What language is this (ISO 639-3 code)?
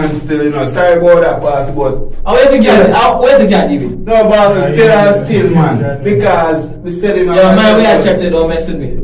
jam